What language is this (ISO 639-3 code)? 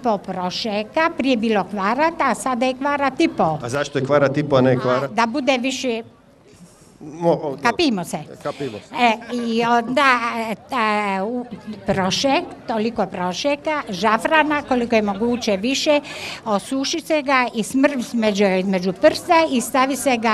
hrv